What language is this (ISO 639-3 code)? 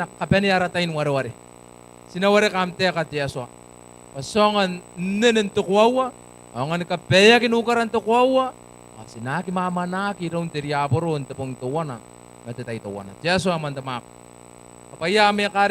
gil